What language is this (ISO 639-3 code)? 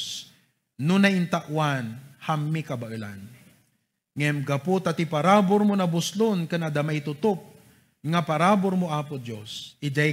ilo